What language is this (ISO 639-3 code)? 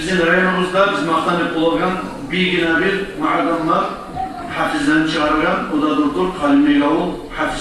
kum